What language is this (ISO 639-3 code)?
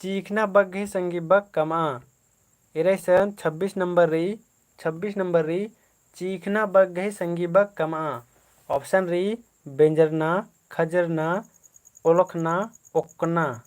kru